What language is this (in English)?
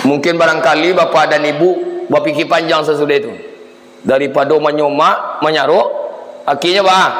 Minangkabau